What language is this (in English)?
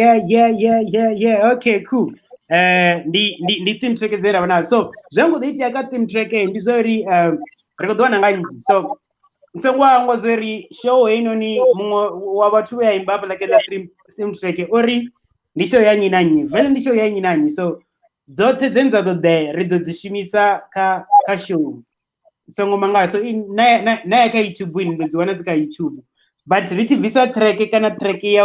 Venda